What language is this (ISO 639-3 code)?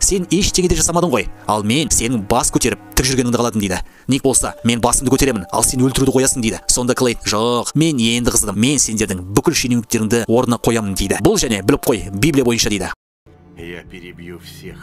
kaz